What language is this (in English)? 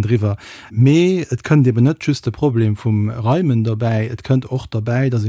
Luxembourgish